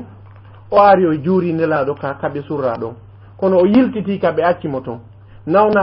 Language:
Fula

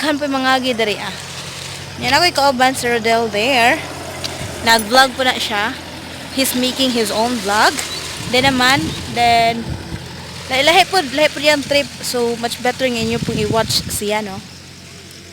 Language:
Cebuano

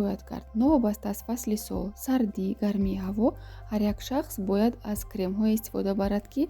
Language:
Tajik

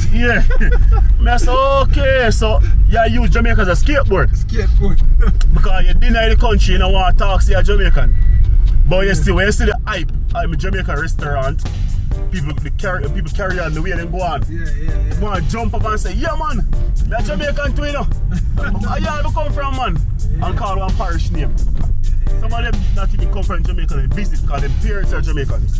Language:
Jamaican Creole English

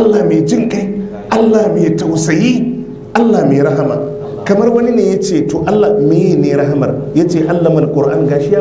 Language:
Hausa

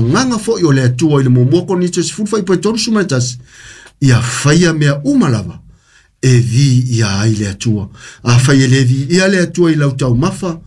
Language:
Samoan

